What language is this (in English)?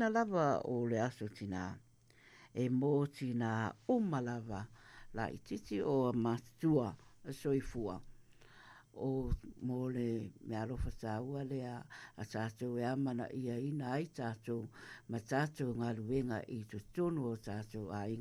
Samoan